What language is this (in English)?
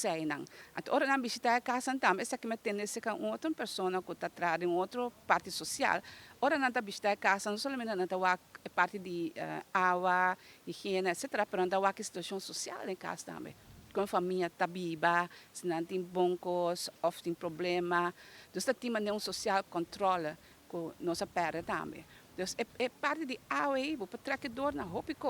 Papiamento